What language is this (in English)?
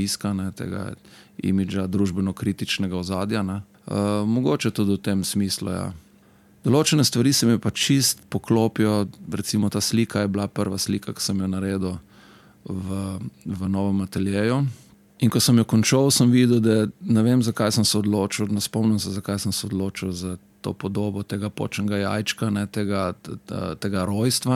Slovenian